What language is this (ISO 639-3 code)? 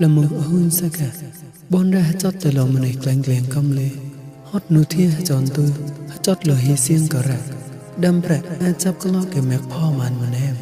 mnw